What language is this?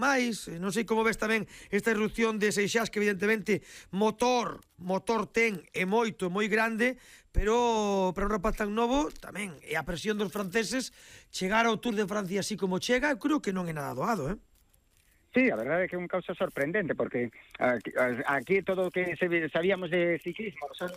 Galician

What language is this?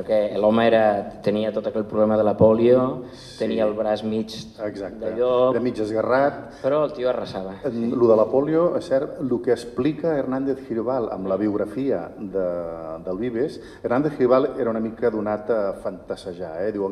Catalan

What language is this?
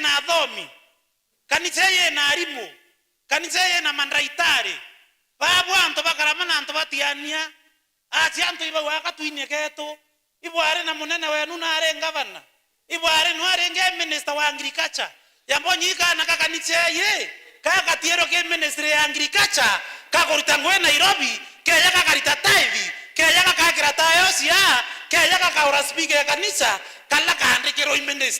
Meru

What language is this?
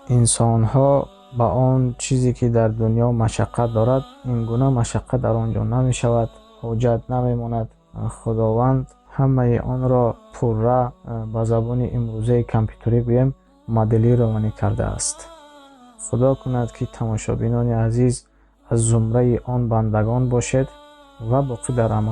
Tajik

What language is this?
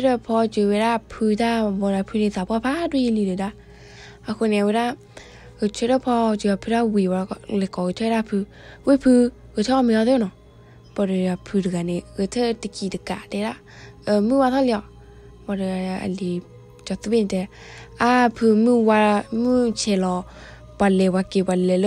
S'gaw Karen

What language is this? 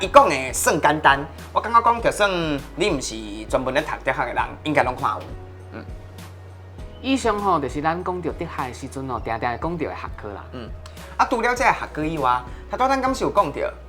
Min Nan Chinese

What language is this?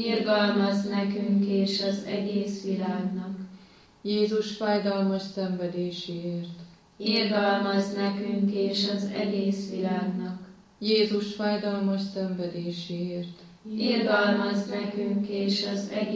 Hungarian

